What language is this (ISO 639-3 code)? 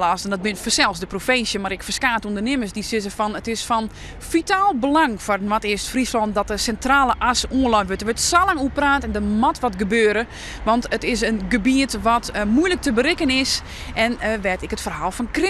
fry